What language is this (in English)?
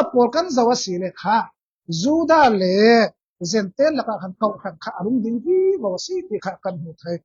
Falam Chin